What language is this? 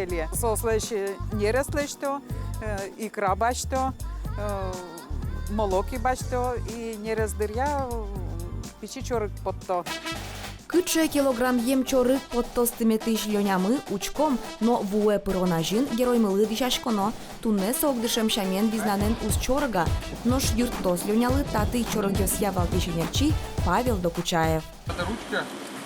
Udmurt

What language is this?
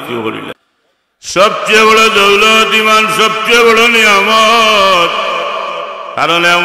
Sylheti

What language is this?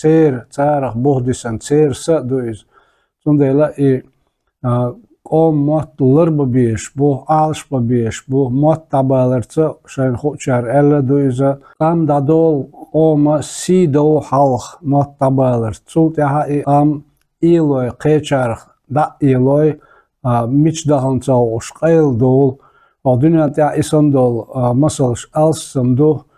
Chechen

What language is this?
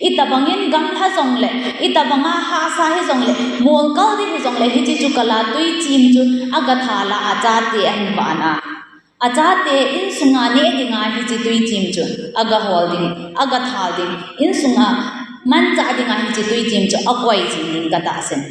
Thado Chin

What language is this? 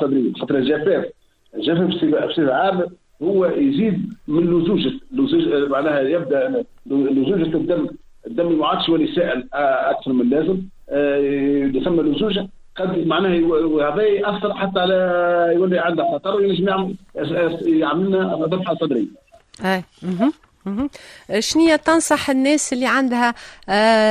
Tunisian Arabic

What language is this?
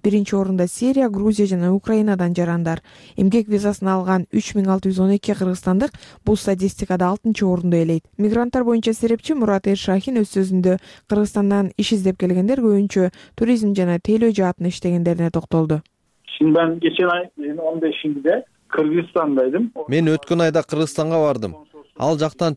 Kyrgyz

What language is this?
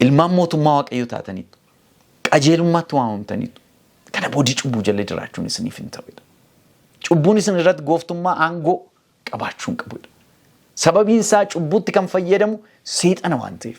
Oromo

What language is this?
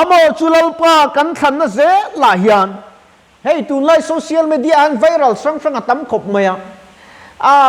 Mizo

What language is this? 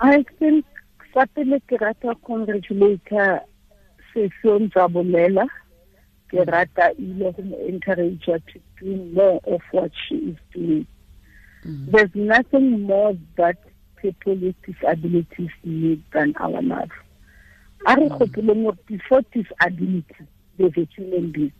Tswana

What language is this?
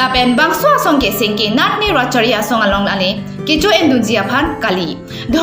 Karbi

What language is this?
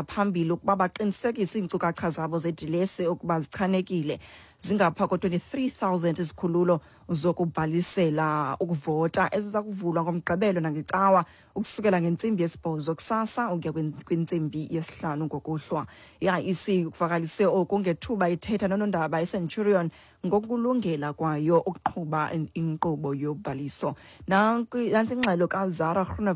Xhosa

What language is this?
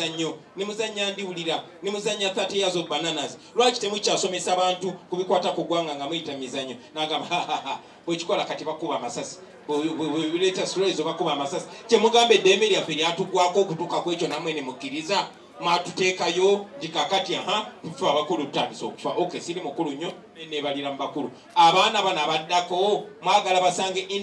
Ganda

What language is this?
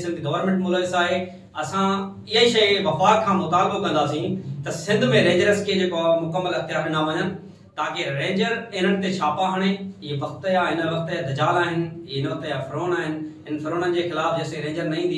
Sindhi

